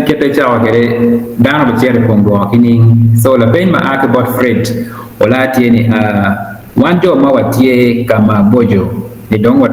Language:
Acoli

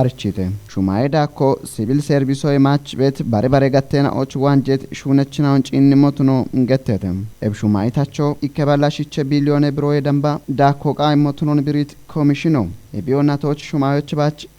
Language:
Kafa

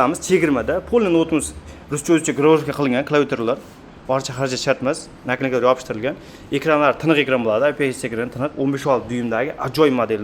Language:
Uzbek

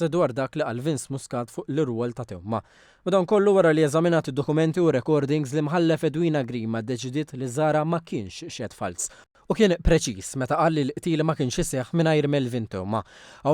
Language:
Maltese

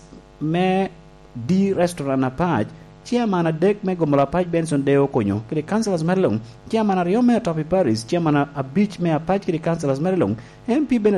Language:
Lango (Uganda)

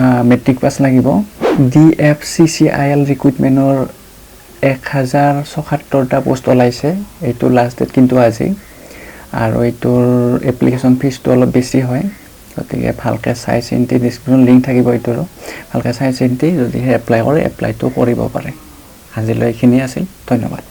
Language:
Assamese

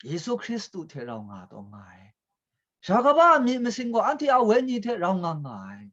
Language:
Kachin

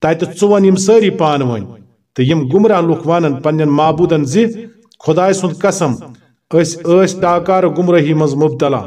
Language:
Kashmiri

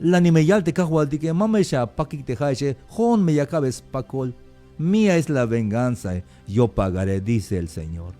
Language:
Tzeltal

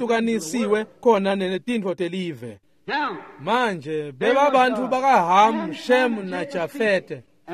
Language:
Swati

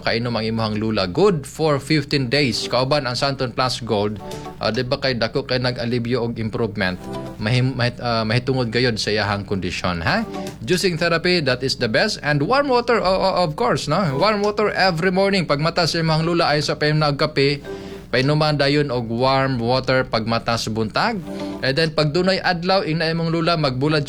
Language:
Cebuano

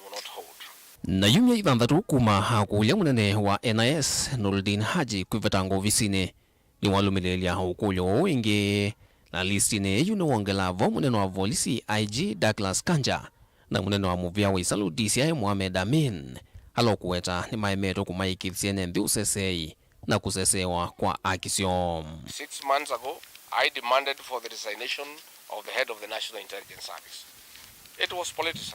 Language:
Kamba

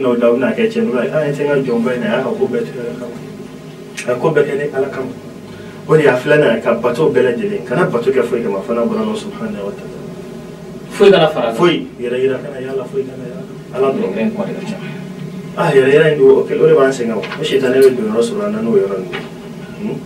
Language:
Bambara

